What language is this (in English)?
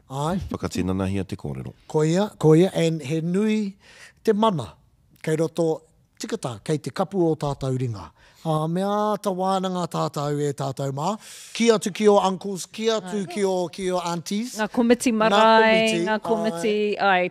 Māori